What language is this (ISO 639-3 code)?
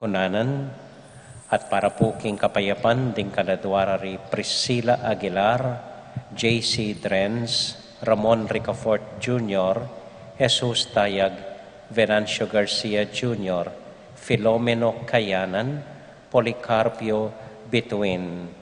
pam